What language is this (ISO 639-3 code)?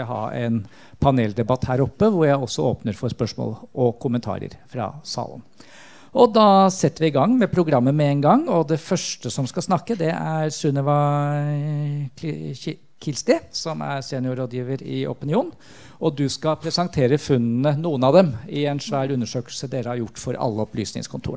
nor